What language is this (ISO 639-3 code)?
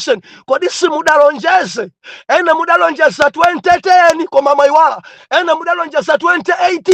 nya